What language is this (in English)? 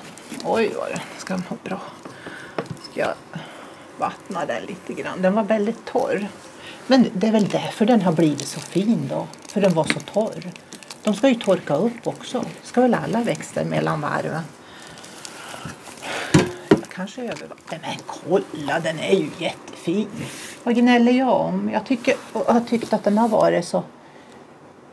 Swedish